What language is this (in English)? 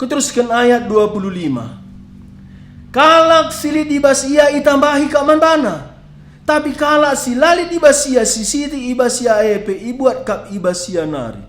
Batak Karo